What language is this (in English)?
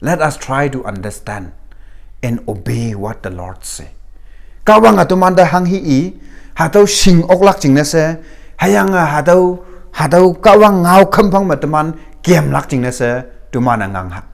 Konyak Naga